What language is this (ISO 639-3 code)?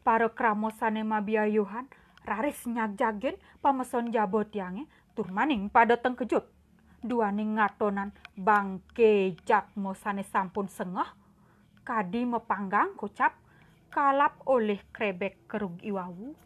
ban